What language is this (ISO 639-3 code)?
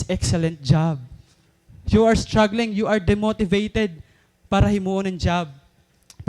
war